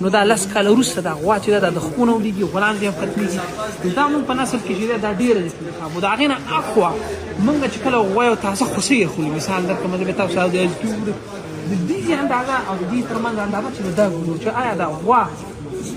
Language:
Pashto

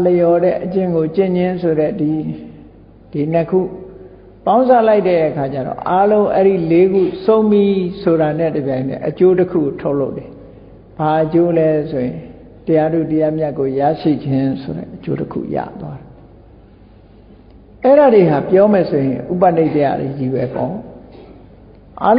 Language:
Burmese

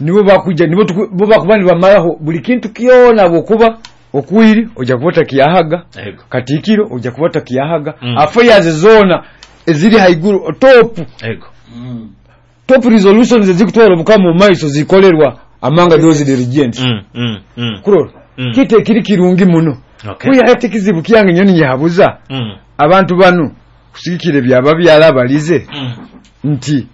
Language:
Nyoro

